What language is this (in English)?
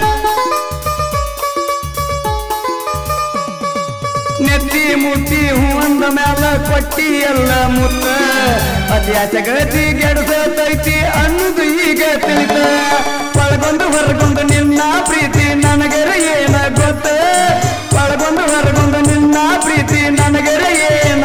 Kannada